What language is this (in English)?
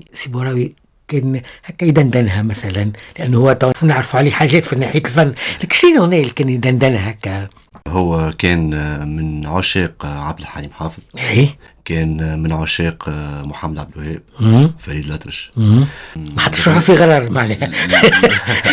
Tunisian Arabic